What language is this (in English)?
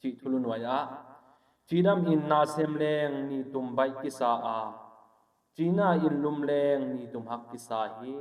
Tedim Chin